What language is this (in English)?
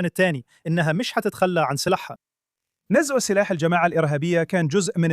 Egyptian Arabic